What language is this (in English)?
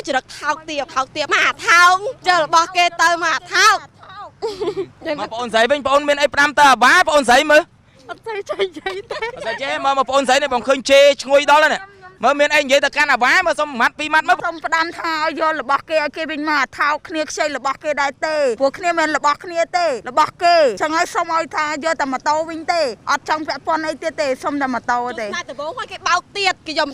Khmer